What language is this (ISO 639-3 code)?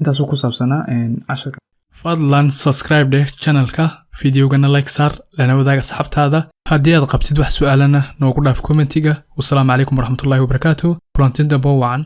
som